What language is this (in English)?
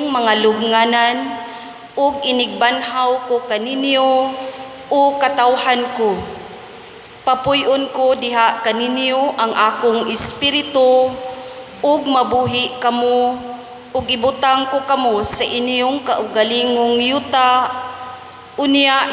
Cebuano